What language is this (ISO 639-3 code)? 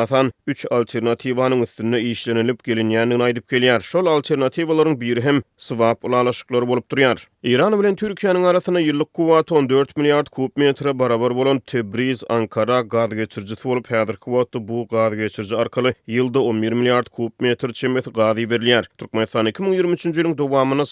tuk